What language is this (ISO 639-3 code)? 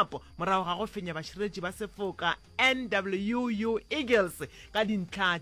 nso